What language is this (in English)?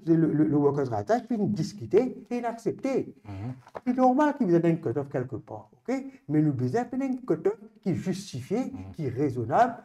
Morisyen